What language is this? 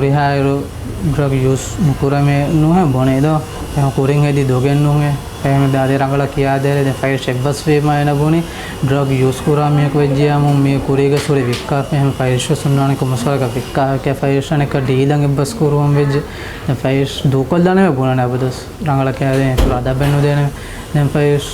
Divehi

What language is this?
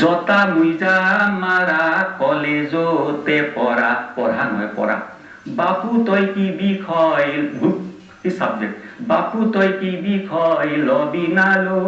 Assamese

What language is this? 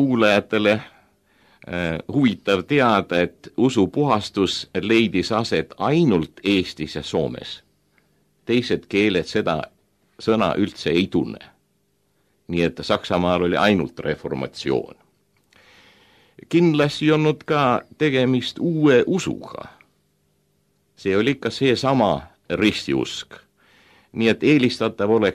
Estonian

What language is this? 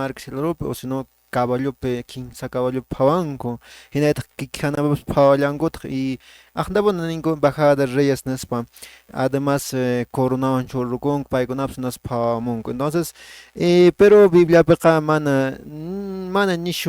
Quechua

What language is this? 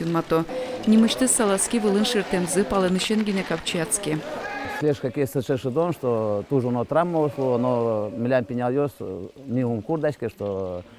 Udmurt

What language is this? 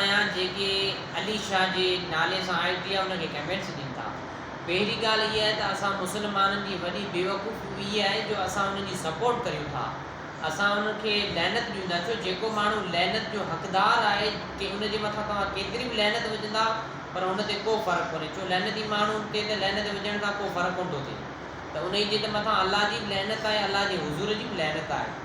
Sindhi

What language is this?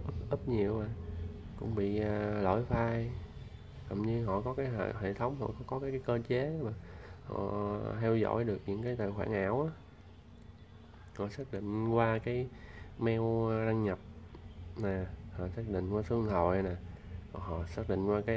Vietnamese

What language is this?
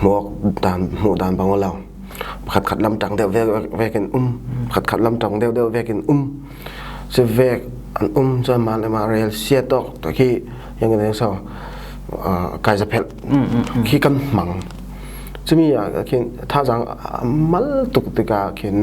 Falam Chin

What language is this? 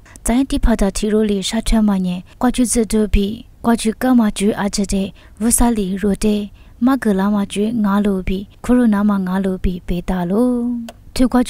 Lisu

